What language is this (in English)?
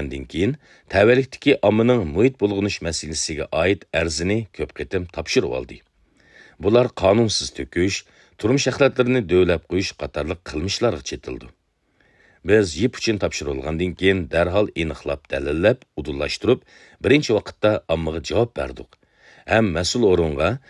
Uyghur